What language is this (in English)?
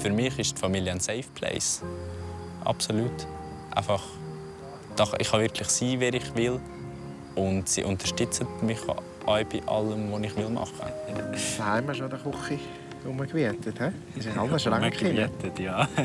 Swiss German